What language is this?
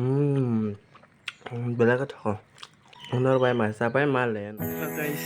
Kok Borok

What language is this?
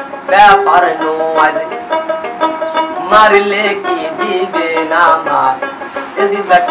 Bangla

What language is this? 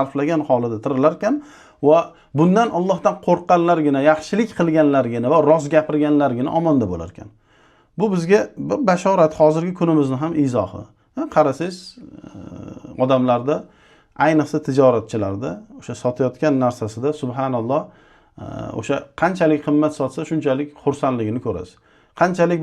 Uzbek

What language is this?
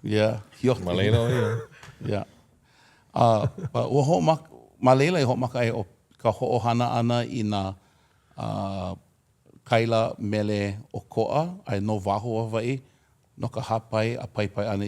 Hawaiian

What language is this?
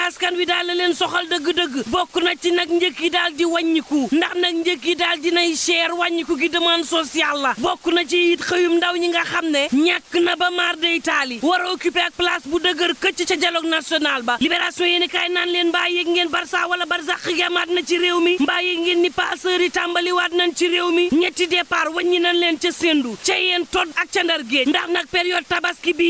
Wolof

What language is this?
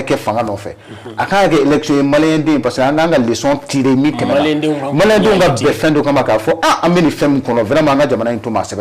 Bambara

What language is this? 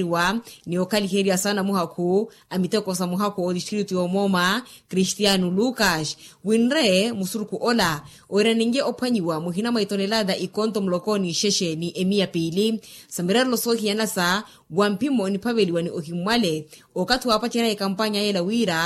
Makhuwa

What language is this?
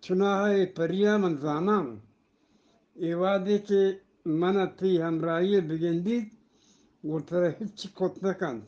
Eastern Balochi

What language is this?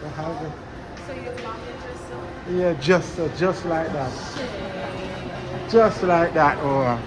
Jamaican Creole English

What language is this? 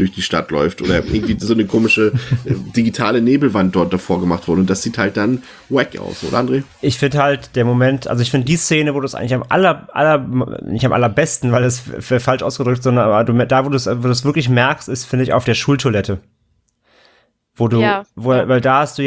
German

